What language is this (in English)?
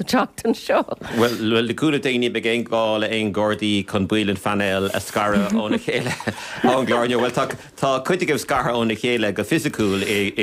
Irish